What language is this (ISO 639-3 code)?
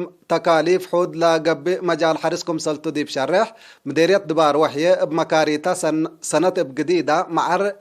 tig